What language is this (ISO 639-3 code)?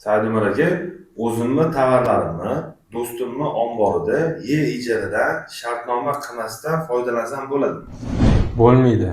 uzb